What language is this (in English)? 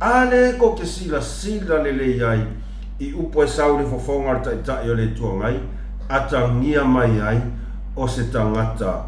Samoan